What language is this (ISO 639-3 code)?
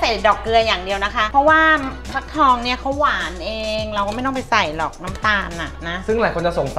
tha